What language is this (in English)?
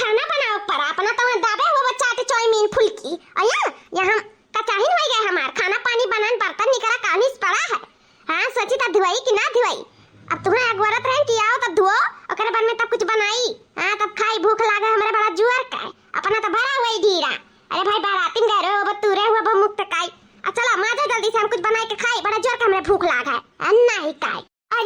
Awadhi